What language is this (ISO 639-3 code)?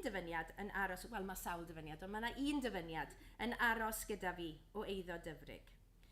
cym